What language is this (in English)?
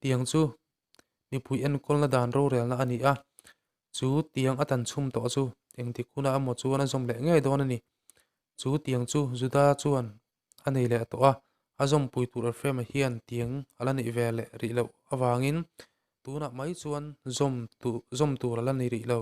Mizo